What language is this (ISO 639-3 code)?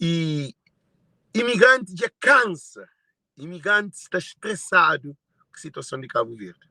kea